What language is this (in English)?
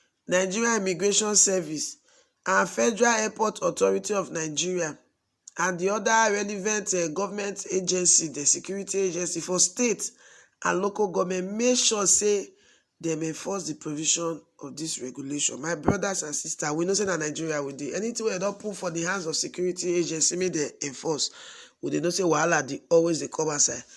Nigerian Pidgin